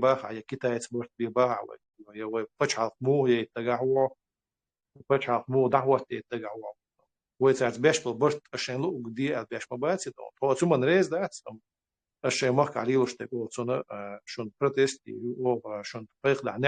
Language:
Chechen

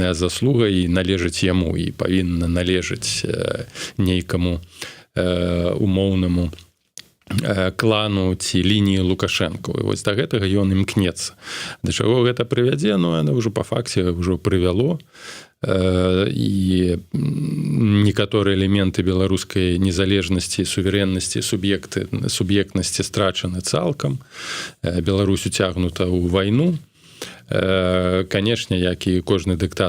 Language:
Belarusian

